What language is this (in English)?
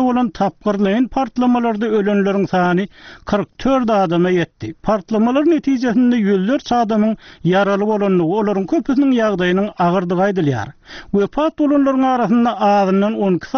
Turkmen